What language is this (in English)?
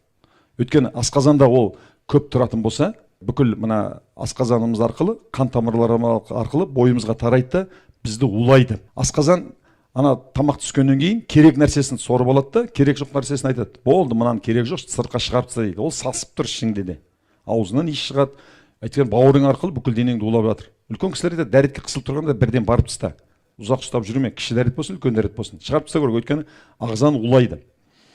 Kazakh